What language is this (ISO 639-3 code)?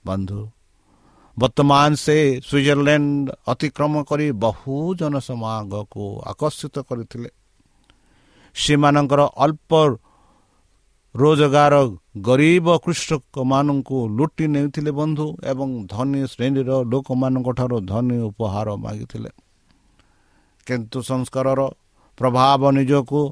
ori